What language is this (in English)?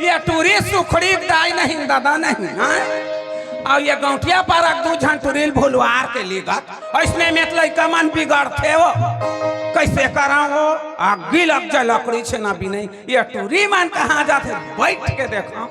Chhattisgarhi